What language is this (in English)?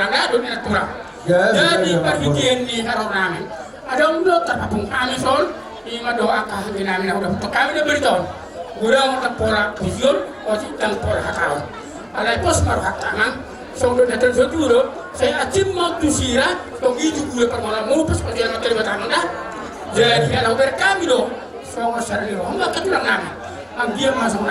Batak Toba